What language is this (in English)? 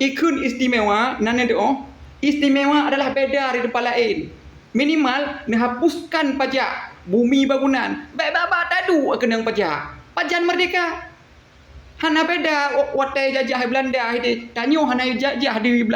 Achinese